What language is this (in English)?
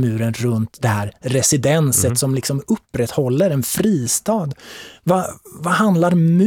Swedish